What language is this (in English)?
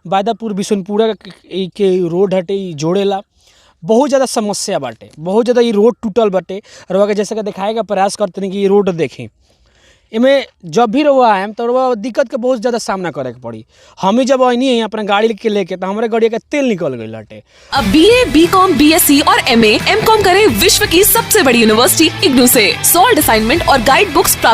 Bhojpuri